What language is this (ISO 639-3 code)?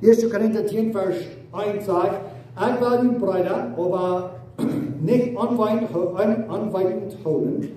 pdt